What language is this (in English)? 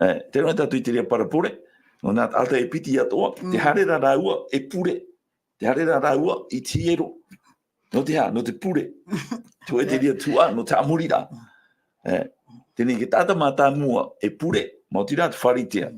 Tahitian